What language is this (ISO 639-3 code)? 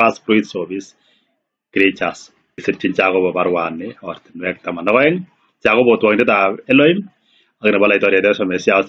kln